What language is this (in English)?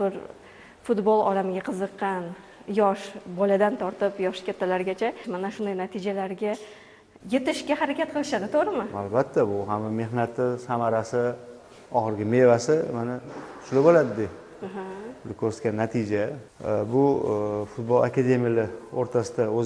Uzbek